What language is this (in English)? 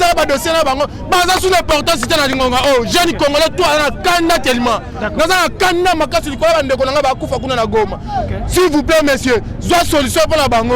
Lingala